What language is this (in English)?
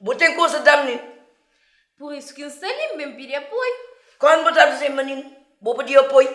Kabuverdianu